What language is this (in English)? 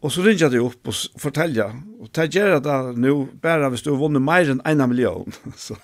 Faroese